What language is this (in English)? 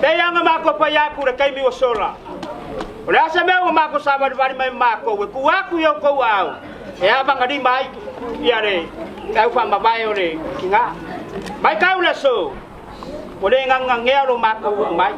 Samoan